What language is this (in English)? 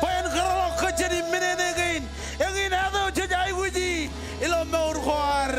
Marshallese